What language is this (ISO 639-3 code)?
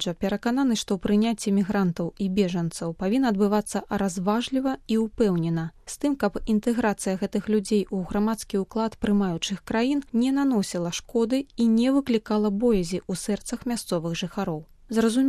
bel